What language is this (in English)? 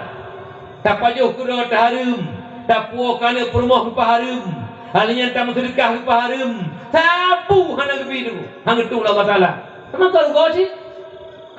Achinese